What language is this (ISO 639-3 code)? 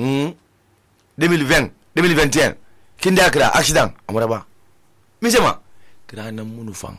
sus